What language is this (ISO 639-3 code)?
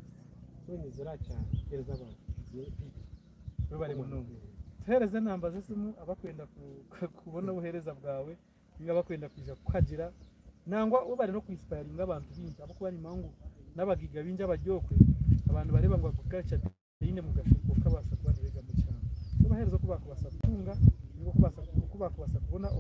nyn